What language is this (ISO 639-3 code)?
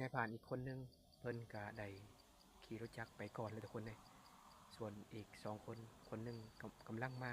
lao